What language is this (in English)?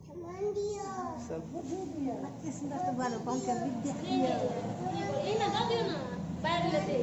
Maithili